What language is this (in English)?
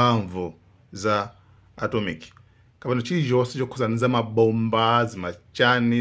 Nyanja